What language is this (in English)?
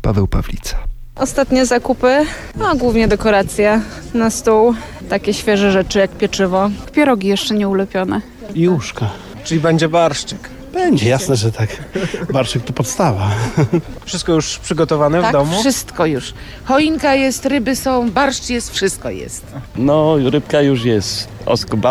Polish